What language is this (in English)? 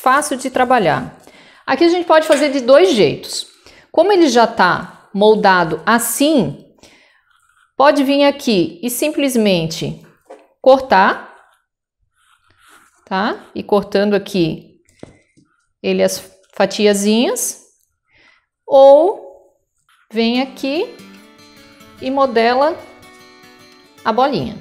Portuguese